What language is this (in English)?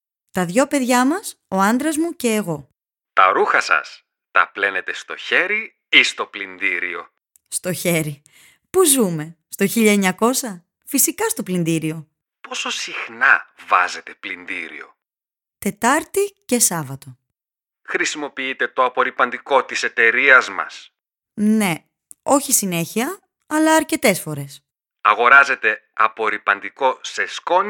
Greek